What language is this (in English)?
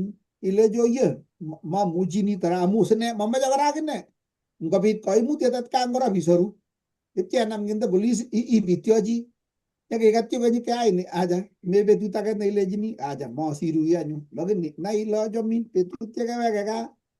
Kalenjin